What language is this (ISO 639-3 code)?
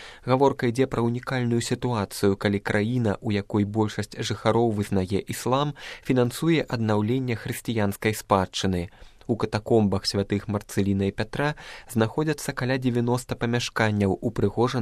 bel